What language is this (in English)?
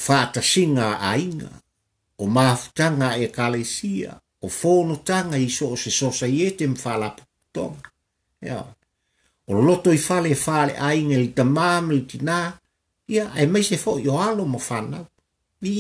Samoan